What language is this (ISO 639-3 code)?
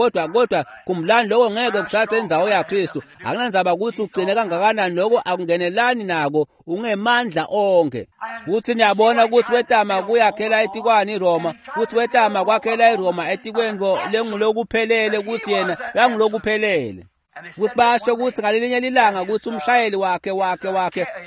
ssw